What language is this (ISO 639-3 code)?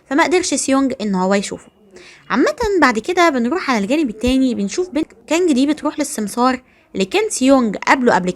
arz